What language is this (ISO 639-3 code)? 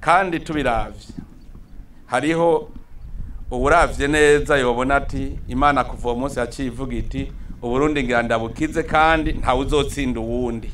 run